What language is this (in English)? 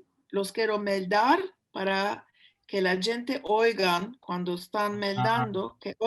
Ladino